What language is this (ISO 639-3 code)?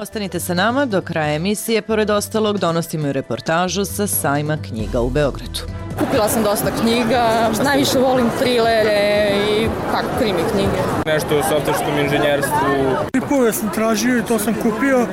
srp